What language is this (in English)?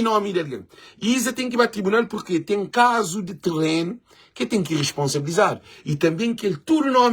Kabuverdianu